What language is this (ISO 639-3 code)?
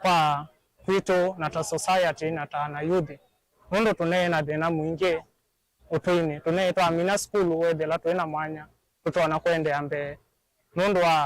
kam